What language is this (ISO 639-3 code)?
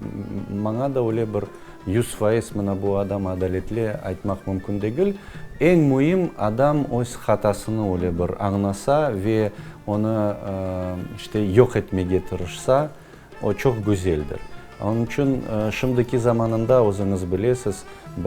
crh